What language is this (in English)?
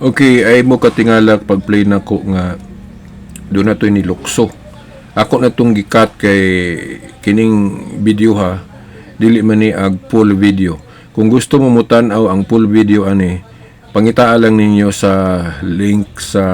Cebuano